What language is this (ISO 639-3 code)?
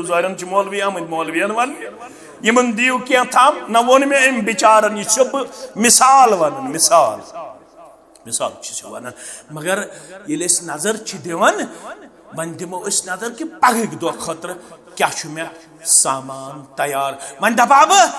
kas